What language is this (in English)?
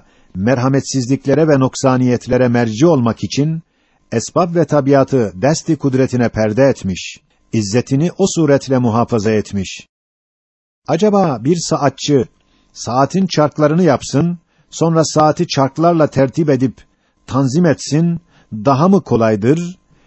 Turkish